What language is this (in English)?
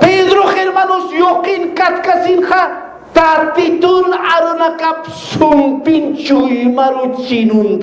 Aymara